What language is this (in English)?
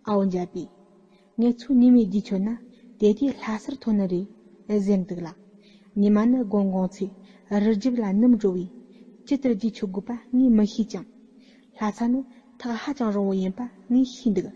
Tibetan